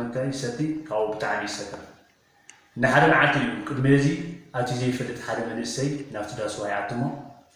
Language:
Tigrinya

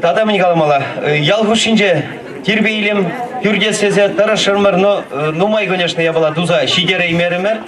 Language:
Chuvash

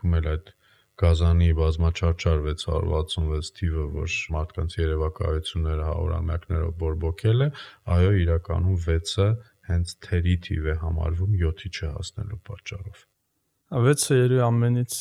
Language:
Armenian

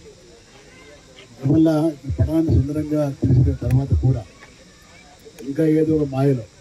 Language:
Telugu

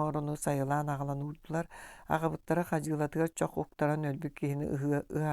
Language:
Yakut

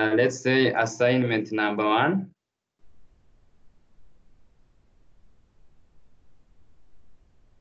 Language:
Kinyarwanda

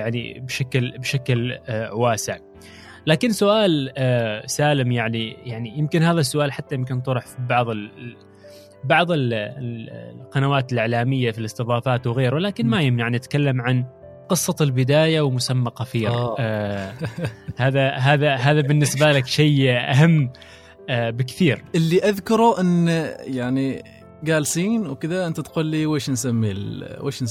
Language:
Gulf Arabic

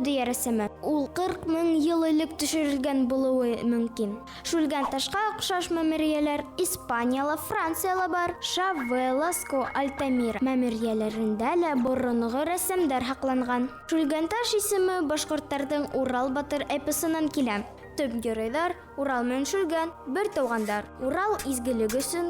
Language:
Bashkir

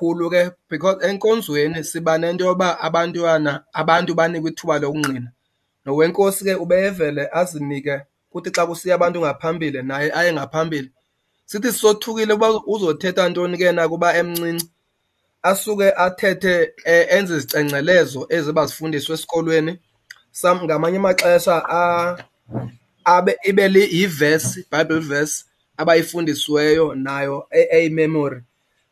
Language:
Xhosa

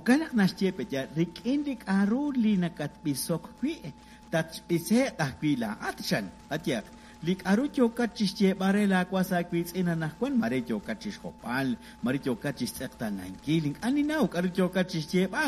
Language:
Kekchí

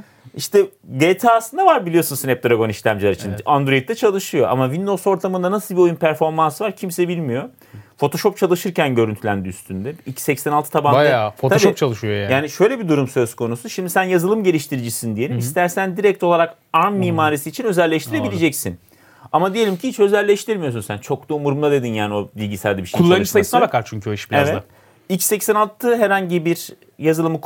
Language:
Turkish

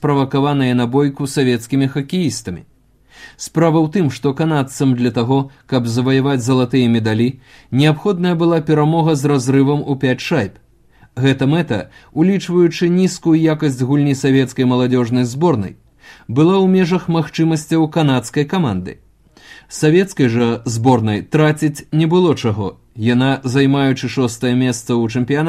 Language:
Belarusian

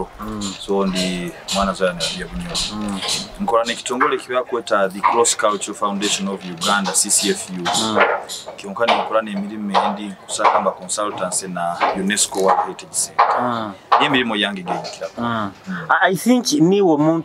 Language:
Nyoro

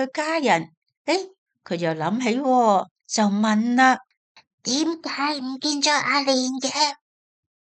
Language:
Cantonese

